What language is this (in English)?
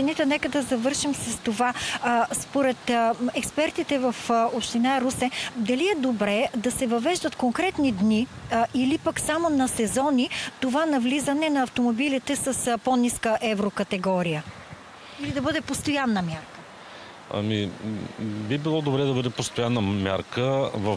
Bulgarian